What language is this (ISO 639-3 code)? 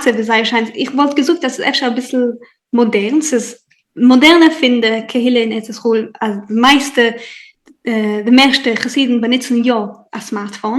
yid